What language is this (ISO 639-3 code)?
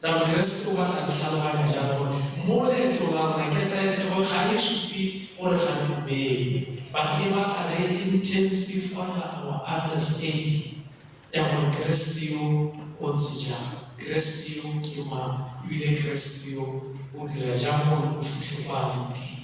tsn